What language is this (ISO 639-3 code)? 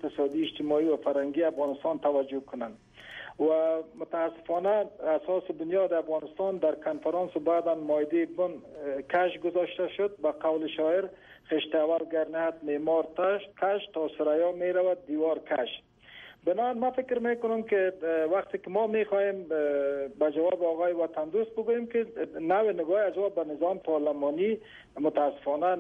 fas